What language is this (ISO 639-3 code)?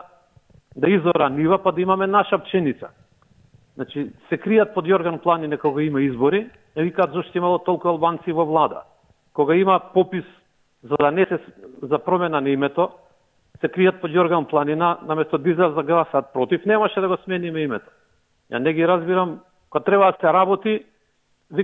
mkd